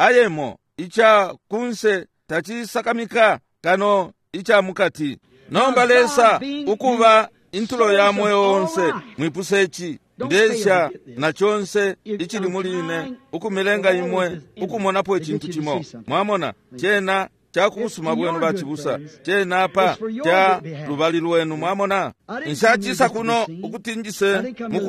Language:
Bemba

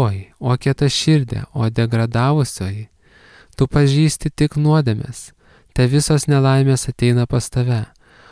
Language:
Lithuanian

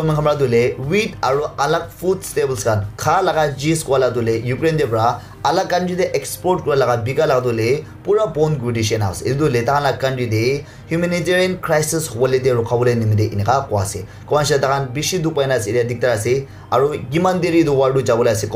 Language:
Naga Pidgin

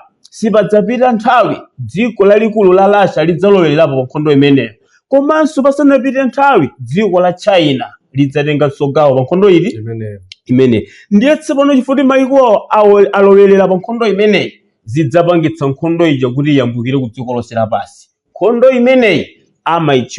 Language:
Nyanja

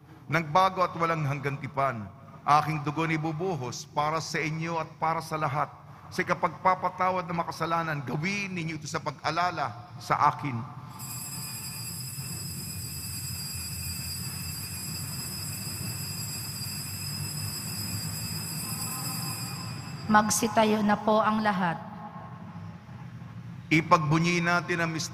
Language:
Filipino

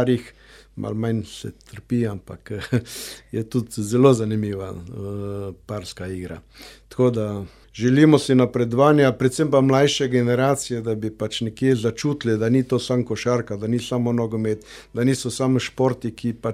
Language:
Slovenian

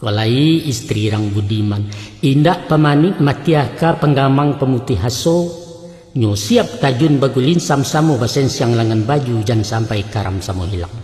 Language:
Minangkabau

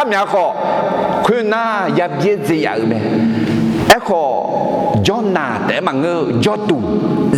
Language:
Akha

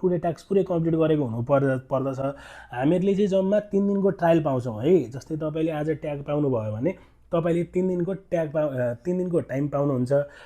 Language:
Nepali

